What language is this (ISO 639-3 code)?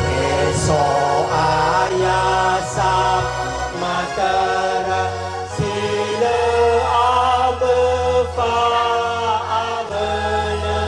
nia